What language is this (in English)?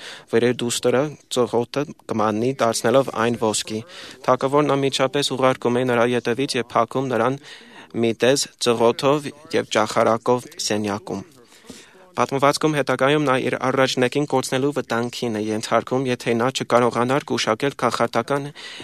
Armenian